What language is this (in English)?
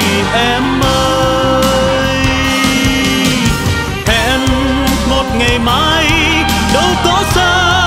Vietnamese